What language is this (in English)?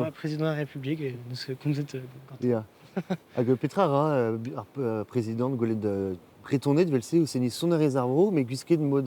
Breton